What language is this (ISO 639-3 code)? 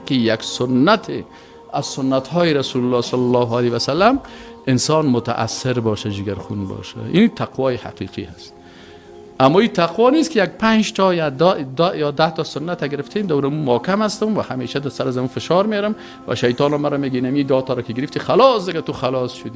fas